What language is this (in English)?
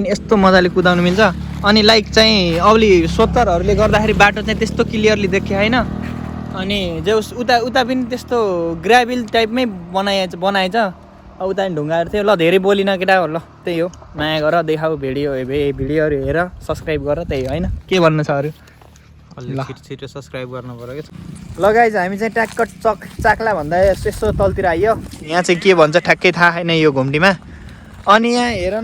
Nepali